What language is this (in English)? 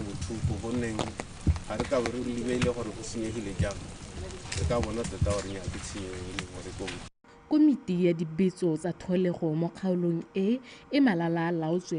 Tswana